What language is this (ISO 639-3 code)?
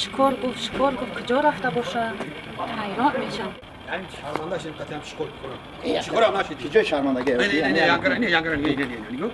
tgk